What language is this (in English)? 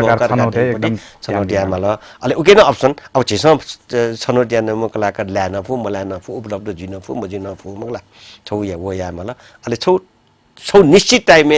Newari